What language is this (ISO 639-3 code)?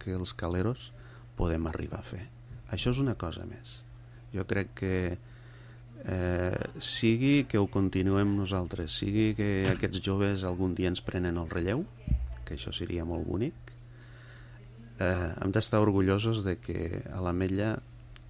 cat